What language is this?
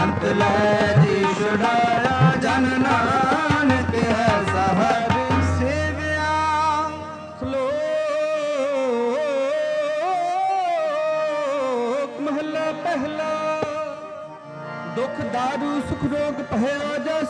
Punjabi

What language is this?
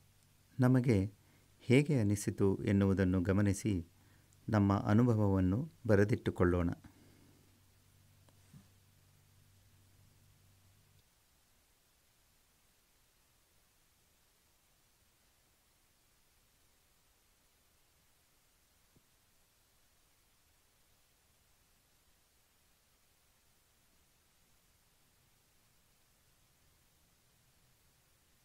Kannada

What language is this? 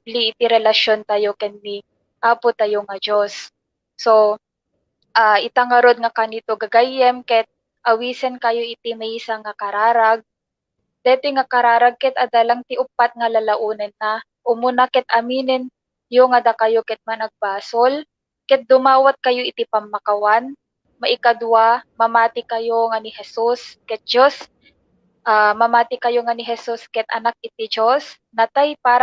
Iloko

